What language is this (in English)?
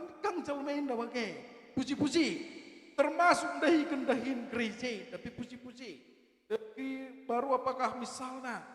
Batak Karo